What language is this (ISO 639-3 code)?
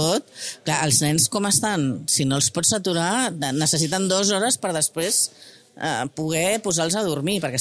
cat